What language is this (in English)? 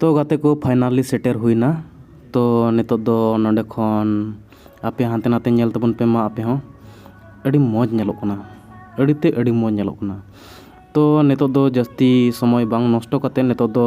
Santali